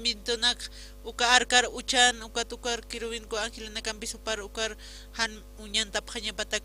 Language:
Aymara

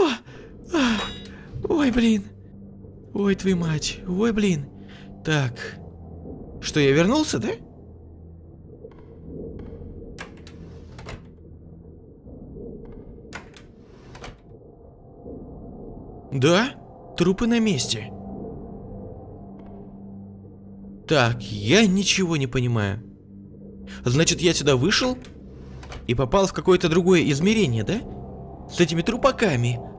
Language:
Russian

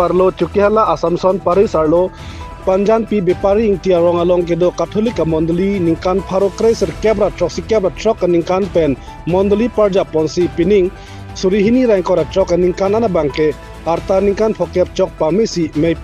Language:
Karbi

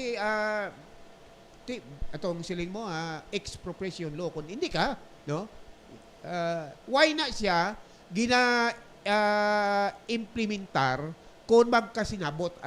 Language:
Hiligaynon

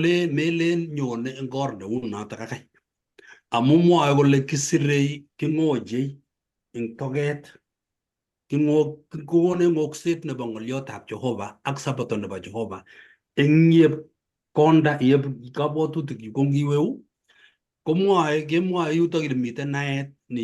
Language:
Kalenjin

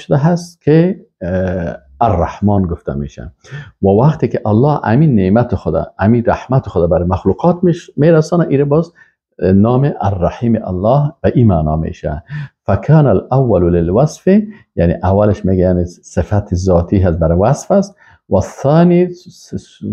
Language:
Persian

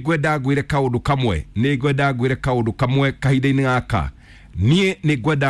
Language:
Kikuyu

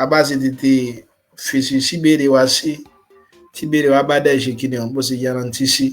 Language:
Yoruba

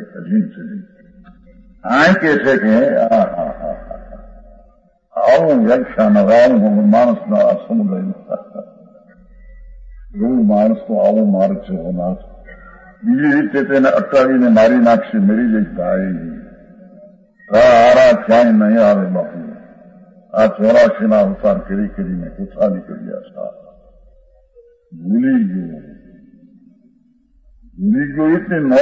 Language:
Gujarati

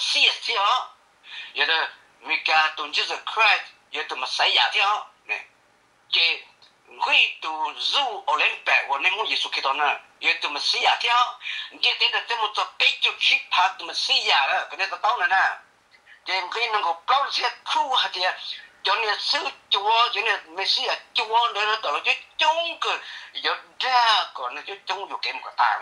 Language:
Hmong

